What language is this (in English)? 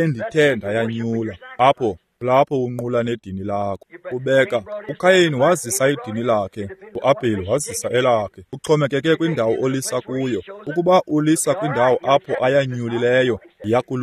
Xhosa